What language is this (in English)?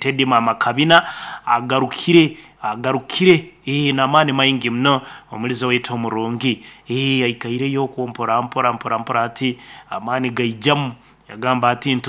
Nyoro